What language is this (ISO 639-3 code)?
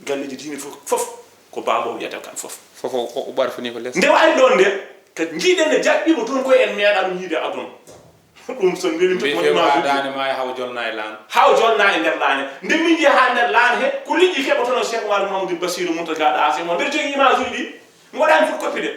ful